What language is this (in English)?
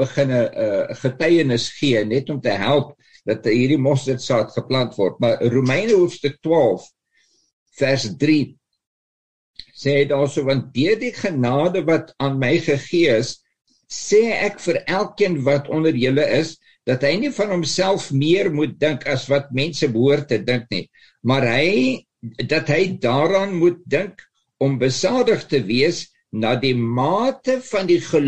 Afrikaans